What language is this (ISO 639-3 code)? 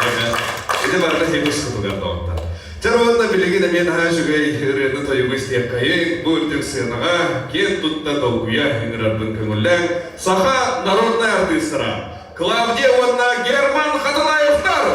sah